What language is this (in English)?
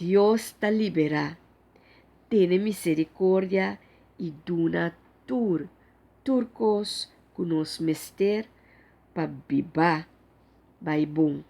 Papiamento